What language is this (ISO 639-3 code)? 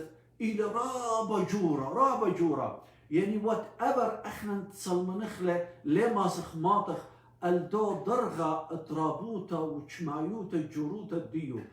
aii